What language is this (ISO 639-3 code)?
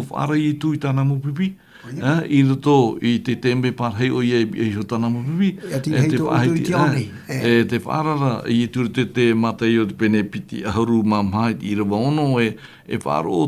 tah